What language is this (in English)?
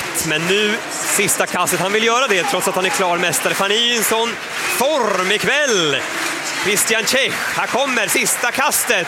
Swedish